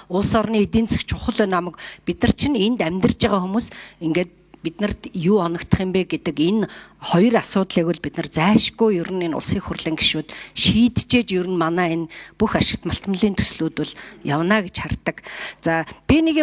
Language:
Mongolian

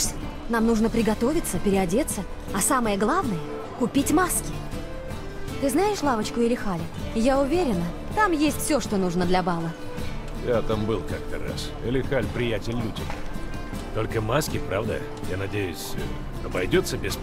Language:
Russian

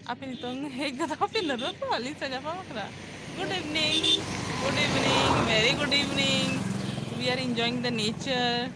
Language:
Santali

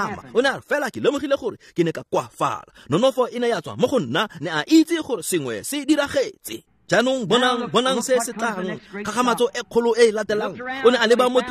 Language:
Tswana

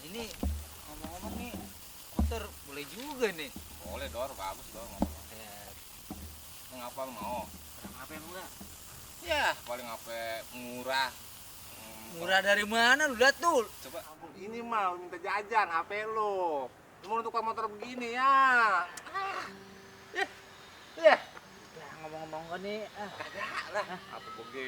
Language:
Betawi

